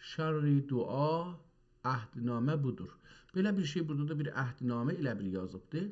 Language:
South Azerbaijani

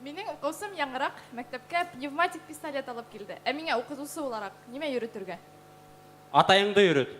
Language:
Bashkir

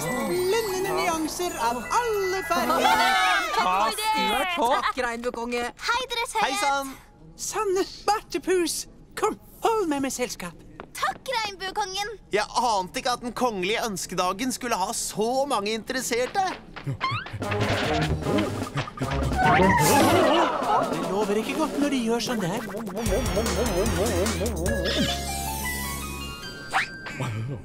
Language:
Norwegian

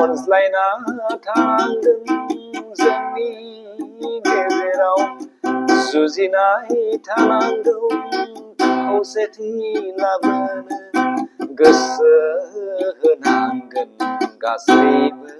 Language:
Bodo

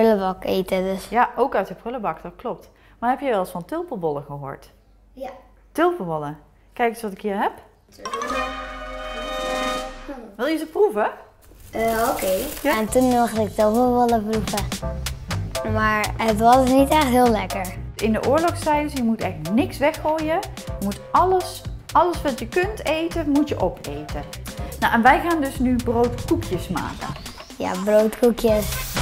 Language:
Dutch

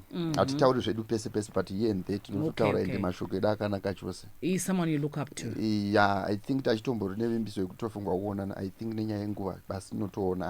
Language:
Shona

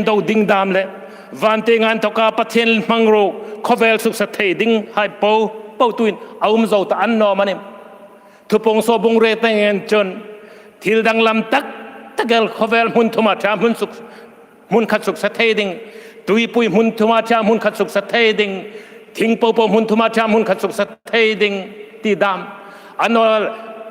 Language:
Hmar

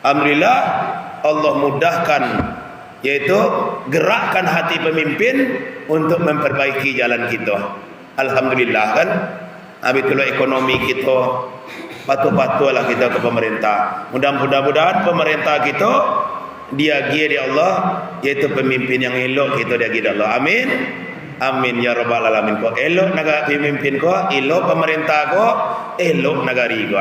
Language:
Minangkabau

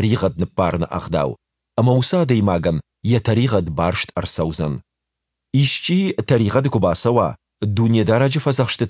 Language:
Ossetic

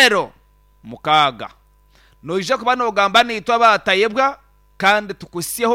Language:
Nyankole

